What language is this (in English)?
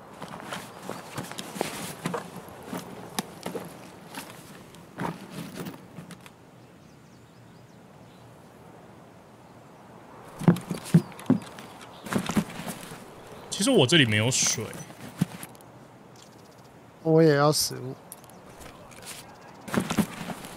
Chinese